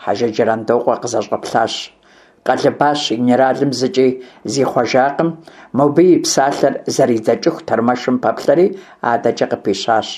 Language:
Kabardian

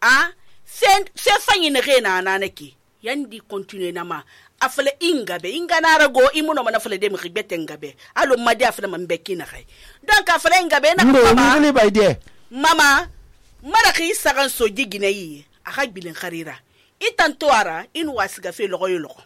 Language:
Susu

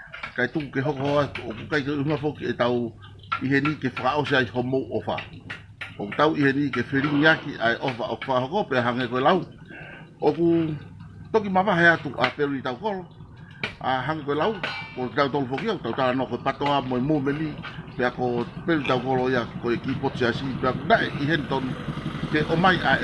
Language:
Tongan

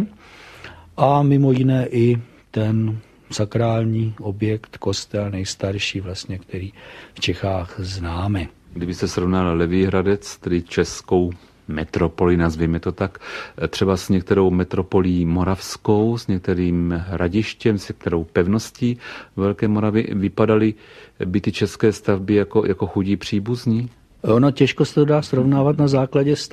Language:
Czech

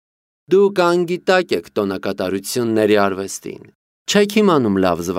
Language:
Armenian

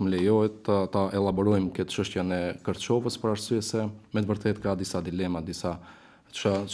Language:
Albanian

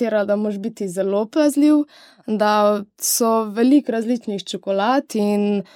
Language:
Slovenian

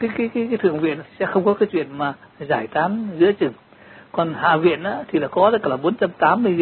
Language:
Vietnamese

